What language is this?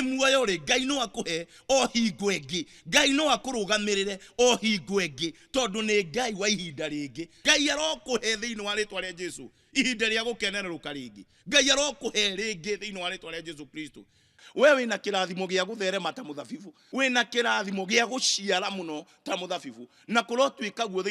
Kikuyu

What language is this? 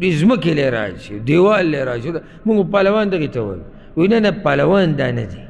Pashto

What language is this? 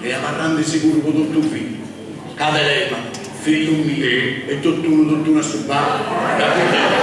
Sardinian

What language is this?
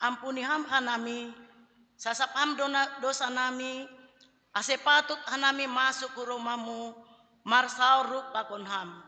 Batak Simalungun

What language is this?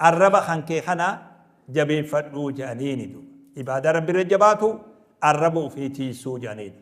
Oromo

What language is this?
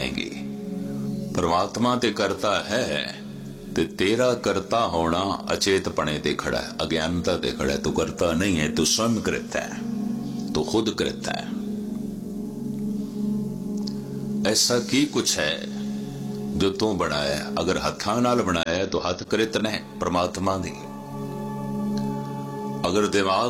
Punjabi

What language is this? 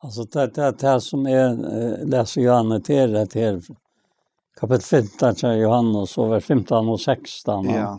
Faroese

